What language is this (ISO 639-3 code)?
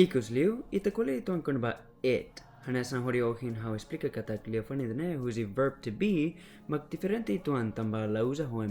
tet